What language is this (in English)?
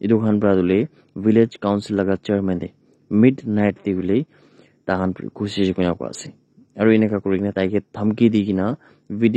Naga Pidgin